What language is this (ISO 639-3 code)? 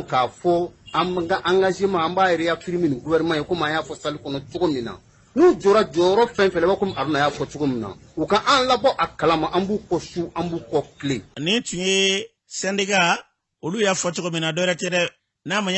bam